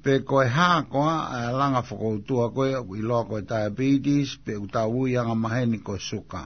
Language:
Tongan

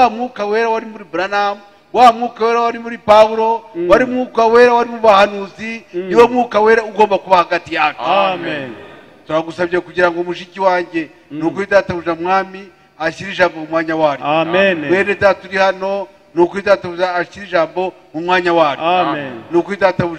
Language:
Kinyarwanda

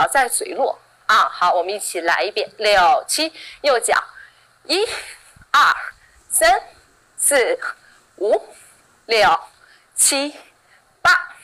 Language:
Chinese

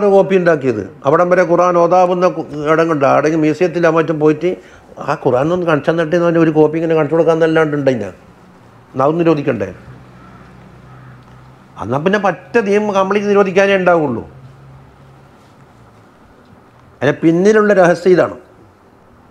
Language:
Malayalam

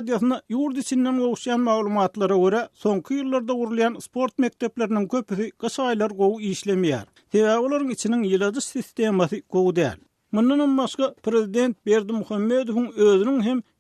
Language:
Turkmen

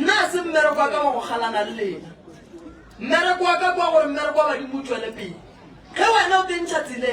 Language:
Northern Sotho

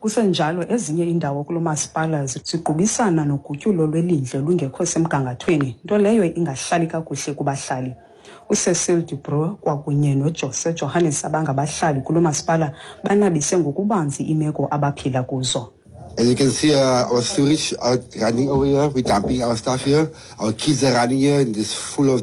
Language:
Xhosa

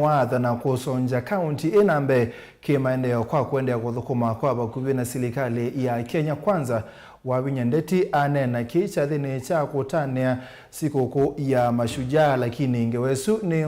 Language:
Kamba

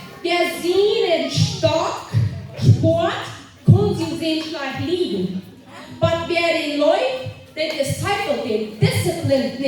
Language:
Plautdietsch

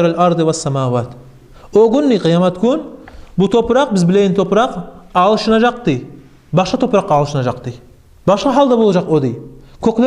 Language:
Kumyk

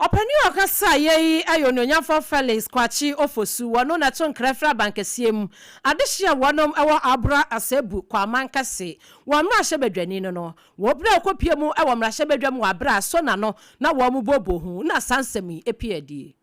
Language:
Akan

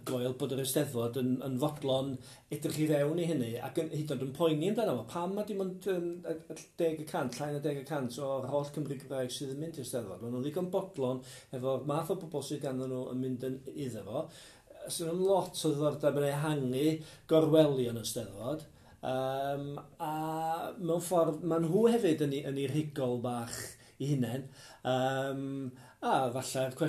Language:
Welsh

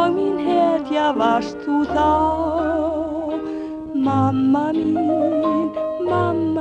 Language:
Icelandic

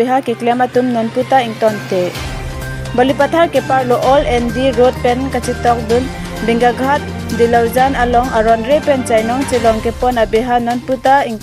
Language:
Karbi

